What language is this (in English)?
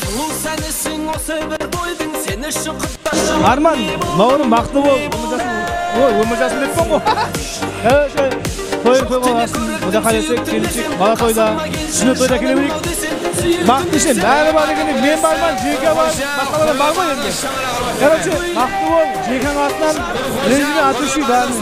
Kara-Kalpak